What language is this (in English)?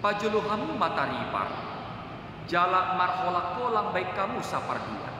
Batak Toba